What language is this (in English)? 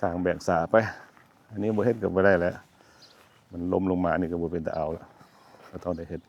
Lao